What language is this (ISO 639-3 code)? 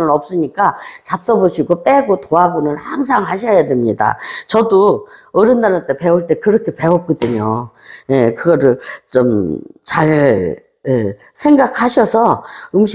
kor